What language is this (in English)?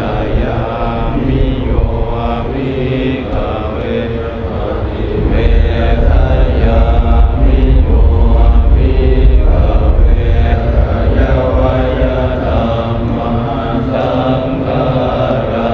Pali